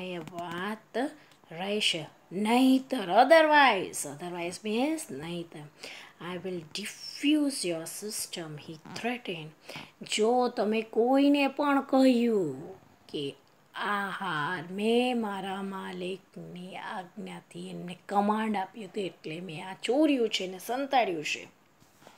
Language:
Gujarati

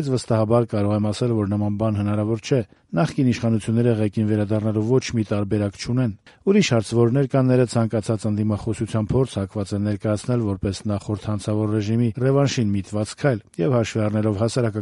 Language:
Armenian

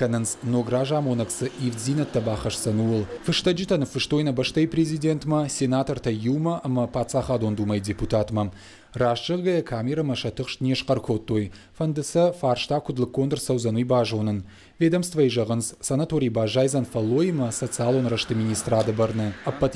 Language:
Ossetic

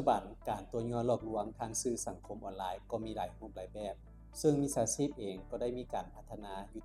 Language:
Lao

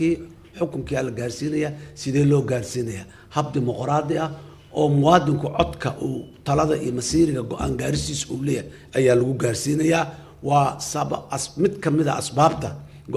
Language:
Somali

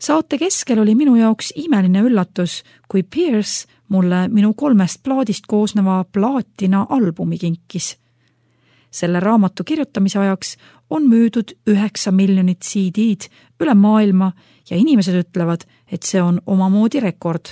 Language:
Estonian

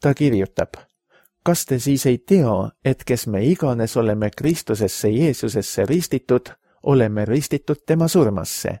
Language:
Estonian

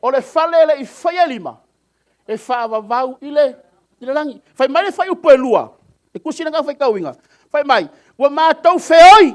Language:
Samoan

